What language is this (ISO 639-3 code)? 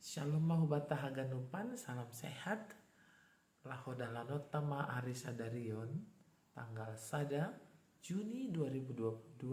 bts